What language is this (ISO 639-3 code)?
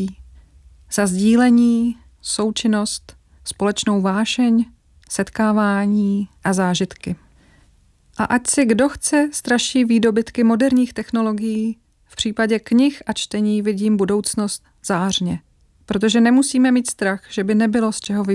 ces